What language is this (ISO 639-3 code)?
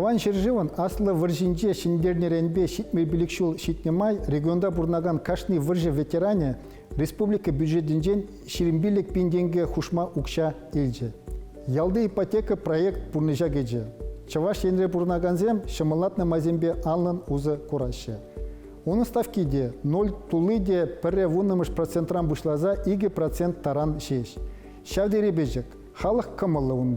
chv